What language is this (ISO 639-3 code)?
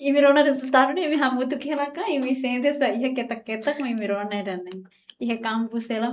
tet